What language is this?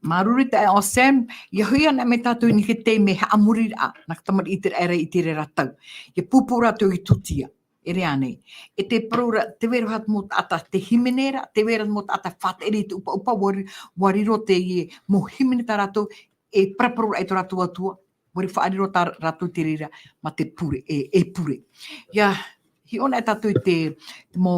Tahitian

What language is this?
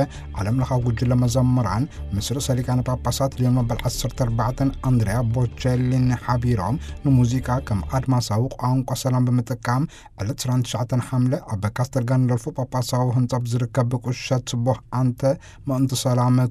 Tigrinya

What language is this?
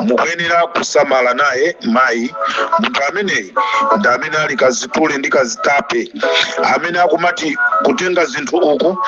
Nyanja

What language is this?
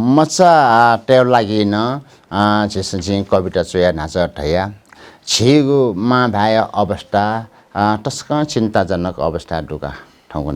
Newari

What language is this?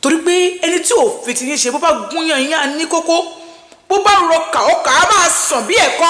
Yoruba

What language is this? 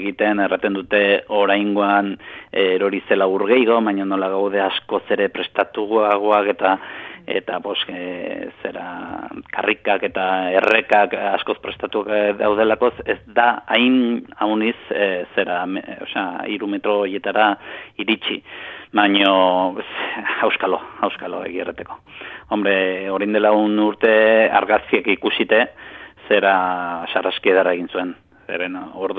Basque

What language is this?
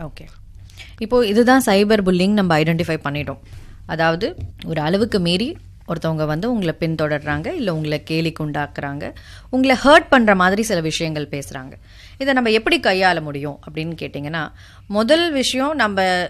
Tamil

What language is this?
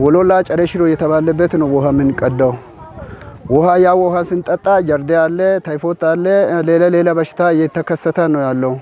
Amharic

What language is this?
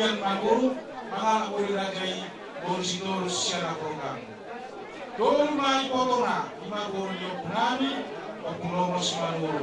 Batak Toba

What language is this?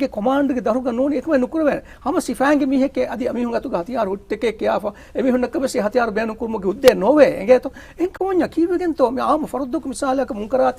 Divehi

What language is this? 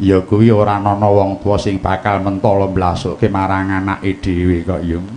Javanese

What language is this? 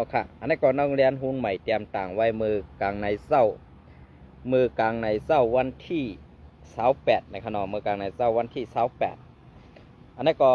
Shan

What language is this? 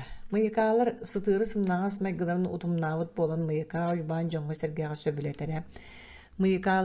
Yakut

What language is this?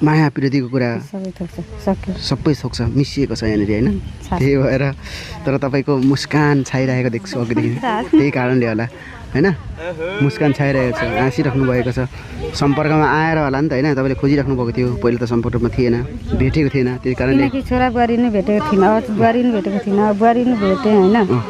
Nepali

